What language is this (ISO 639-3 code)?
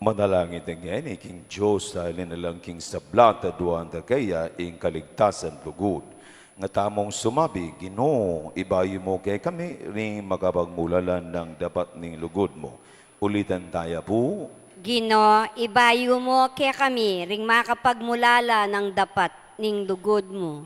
pam